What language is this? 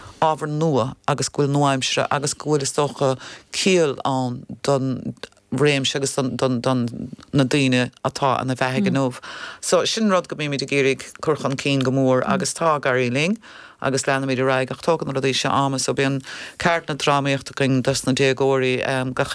Irish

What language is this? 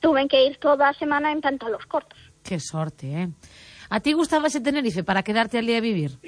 Galician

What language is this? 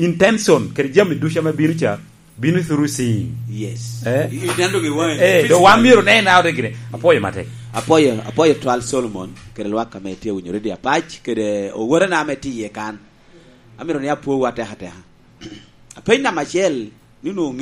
Lango (Uganda)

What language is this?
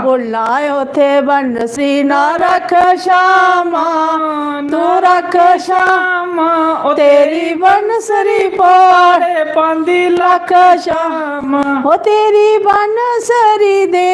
Dogri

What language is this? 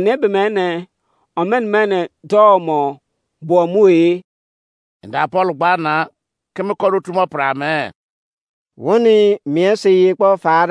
Izon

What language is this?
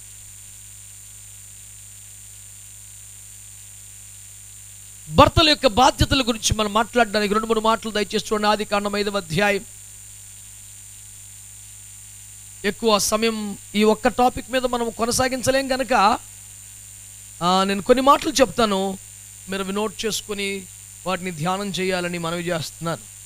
Telugu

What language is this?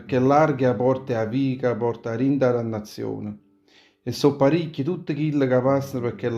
Neapolitan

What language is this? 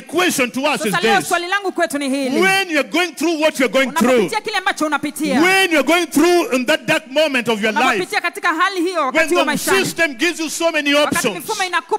Swahili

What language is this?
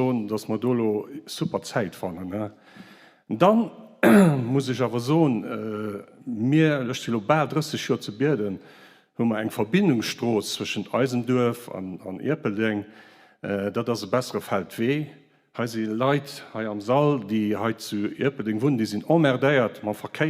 Luxembourgish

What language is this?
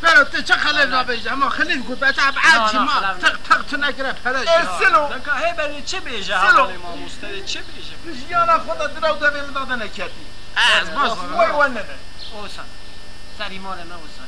Kurdish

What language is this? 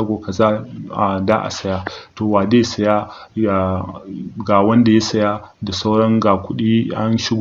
Hausa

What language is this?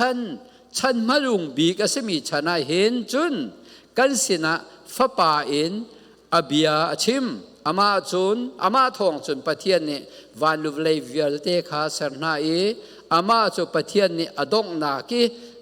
Falam Chin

